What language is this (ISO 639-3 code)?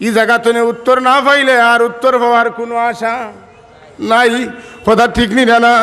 syl